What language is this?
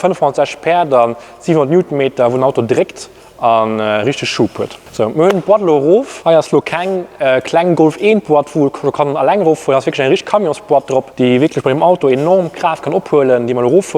Luxembourgish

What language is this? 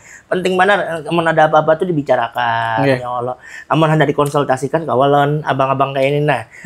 Banjar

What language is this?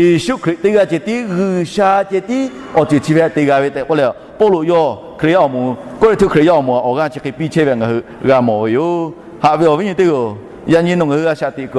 Lahu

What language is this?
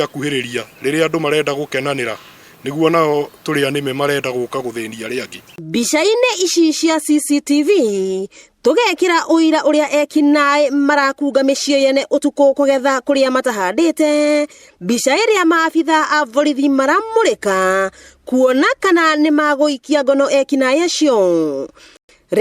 Kikuyu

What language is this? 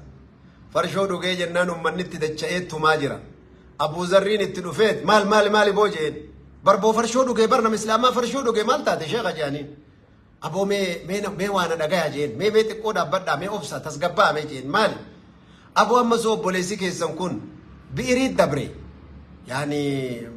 Oromo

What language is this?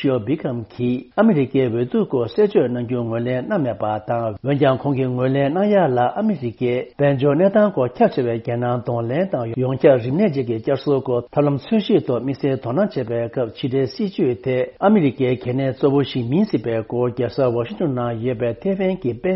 Tibetan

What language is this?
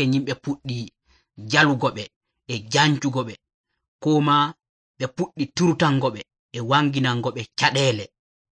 Nigerian Fulfulde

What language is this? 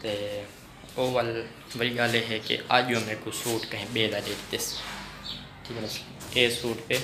Saraiki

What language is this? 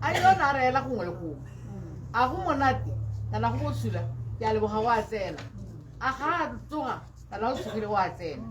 Tswana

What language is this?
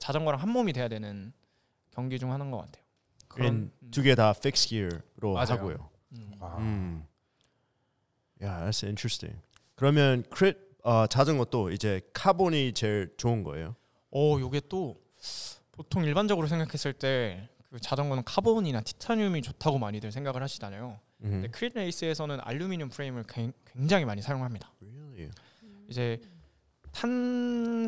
Korean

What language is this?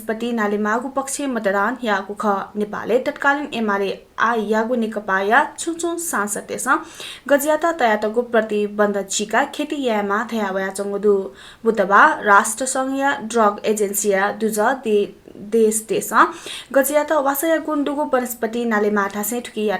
Newari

